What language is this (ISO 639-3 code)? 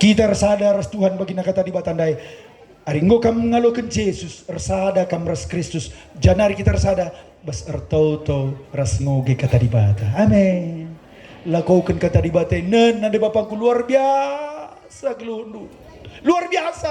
btx